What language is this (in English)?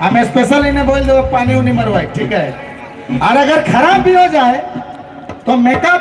Sadri